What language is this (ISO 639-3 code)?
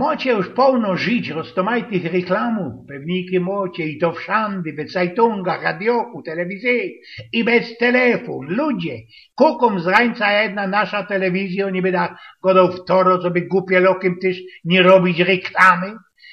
szl